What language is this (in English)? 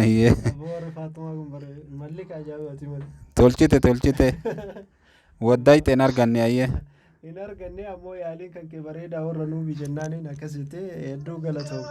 Oromo